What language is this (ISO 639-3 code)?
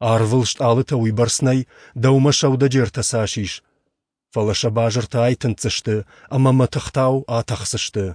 oss